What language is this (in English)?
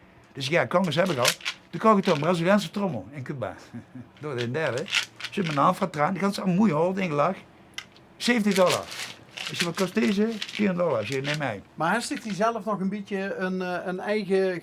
Limburgish